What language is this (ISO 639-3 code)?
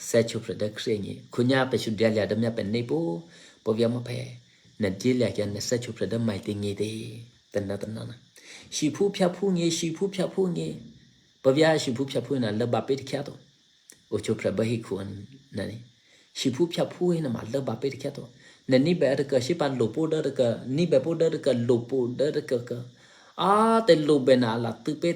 eky